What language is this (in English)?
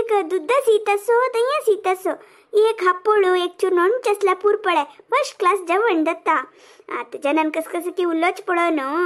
Konkani